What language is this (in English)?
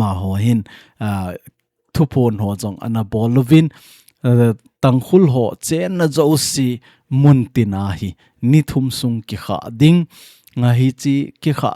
Thado Chin